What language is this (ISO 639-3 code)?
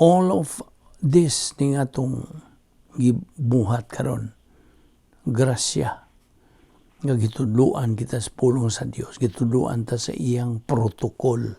ceb